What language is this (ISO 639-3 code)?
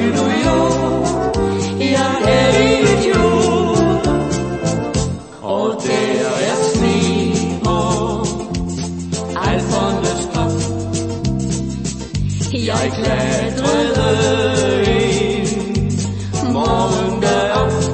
dan